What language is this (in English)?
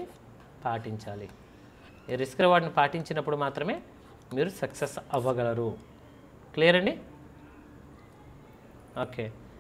Telugu